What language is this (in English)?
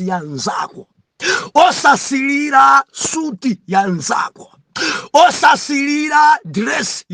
Nyanja